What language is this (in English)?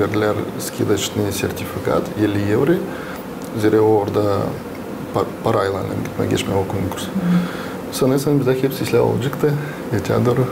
Gagauz